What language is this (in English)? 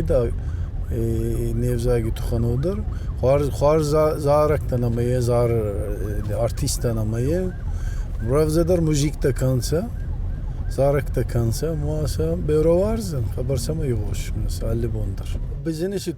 Ossetic